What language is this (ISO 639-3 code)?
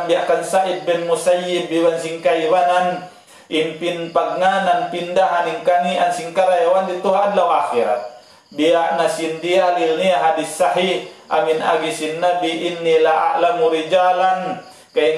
tsg